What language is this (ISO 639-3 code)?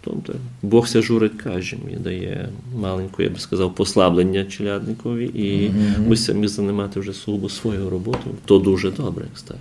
rue